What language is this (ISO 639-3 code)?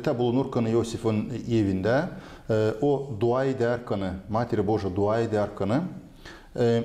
gag